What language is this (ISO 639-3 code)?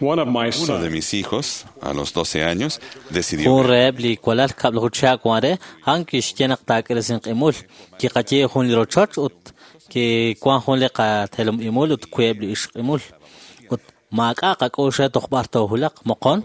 kek